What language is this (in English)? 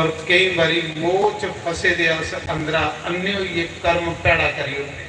Dogri